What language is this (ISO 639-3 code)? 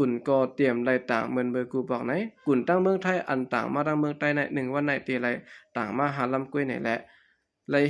shn